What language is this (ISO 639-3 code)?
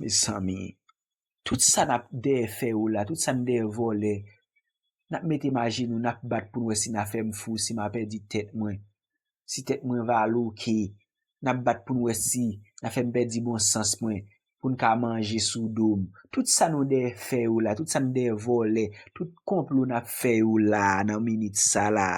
hat